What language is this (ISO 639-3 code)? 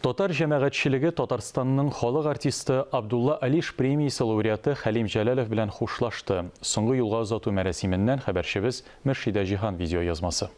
tat